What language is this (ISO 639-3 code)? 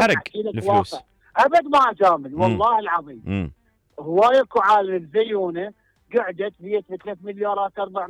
acm